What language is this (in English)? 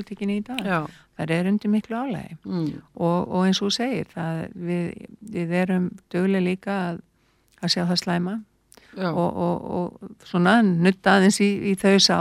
Icelandic